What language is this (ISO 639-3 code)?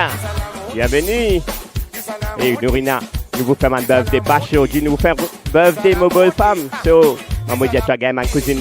mfe